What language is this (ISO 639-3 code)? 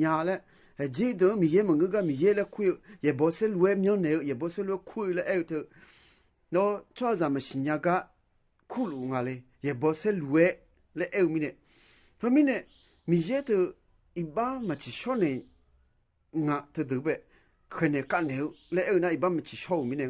ahk